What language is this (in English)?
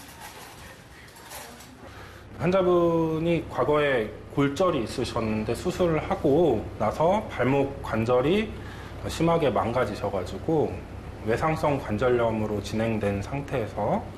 Korean